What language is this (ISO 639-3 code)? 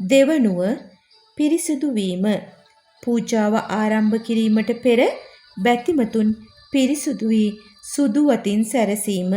sin